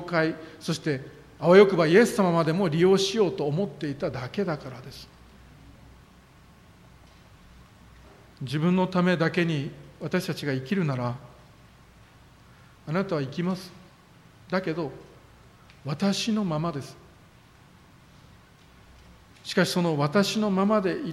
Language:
Japanese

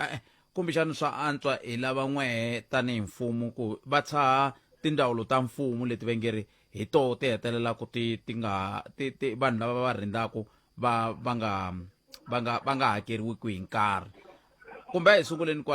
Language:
Tsonga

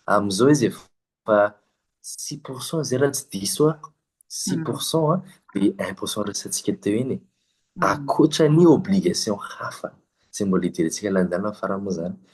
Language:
Malagasy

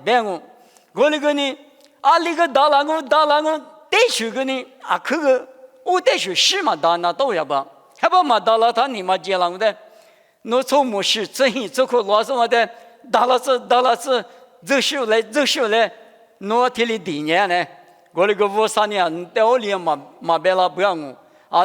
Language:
Lisu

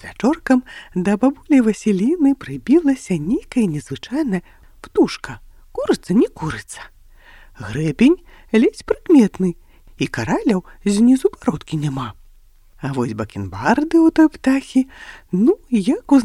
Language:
Belarusian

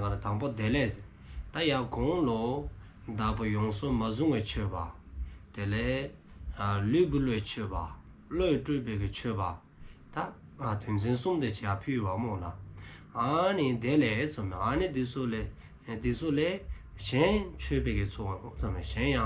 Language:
Dzongkha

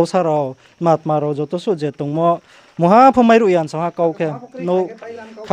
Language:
Riang (India)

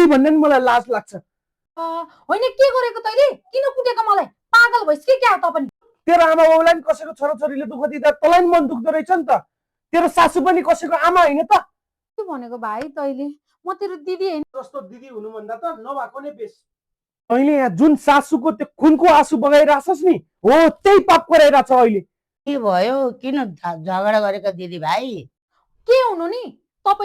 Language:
Nepali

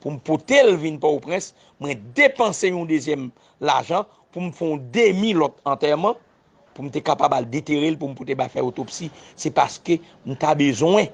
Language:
Haitian Creole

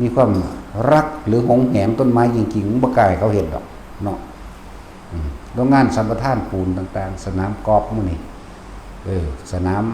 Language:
Northeastern Thai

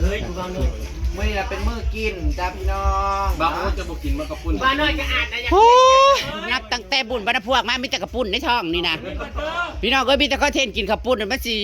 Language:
Northeastern Thai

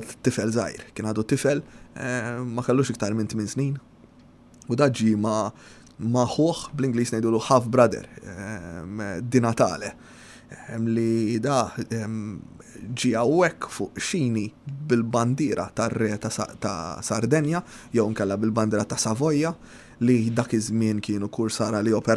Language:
Maltese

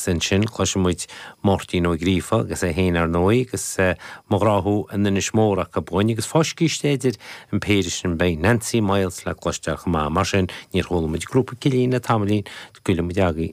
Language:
Irish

